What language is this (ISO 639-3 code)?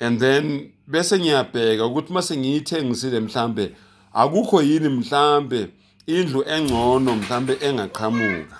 zul